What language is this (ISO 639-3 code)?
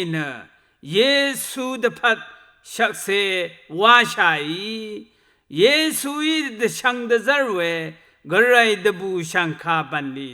raw